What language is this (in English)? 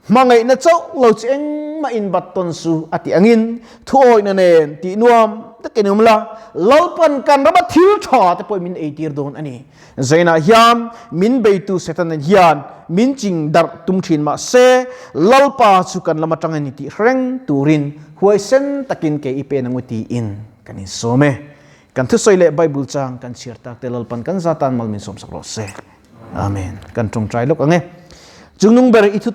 Mizo